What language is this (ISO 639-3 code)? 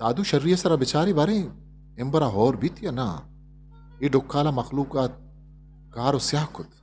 bgp